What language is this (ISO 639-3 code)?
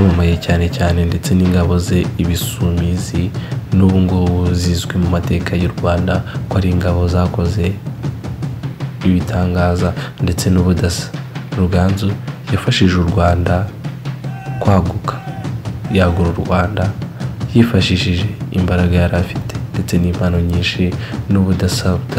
kin